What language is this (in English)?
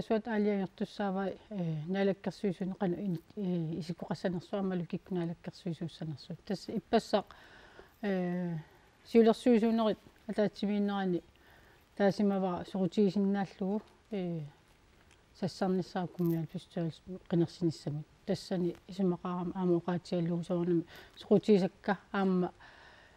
Kalaallisut